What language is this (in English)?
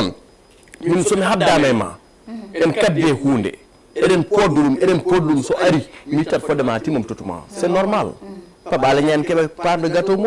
Fula